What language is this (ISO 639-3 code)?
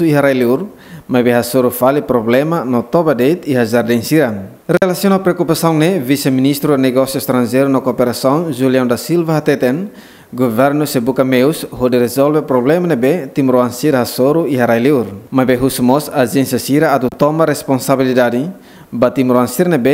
tet